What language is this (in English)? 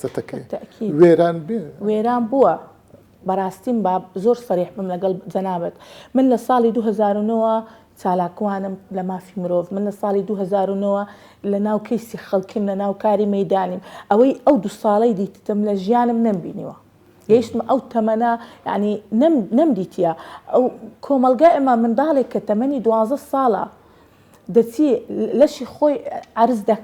Central Kurdish